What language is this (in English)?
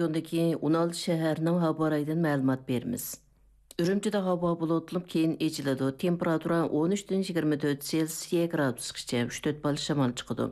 Uyghur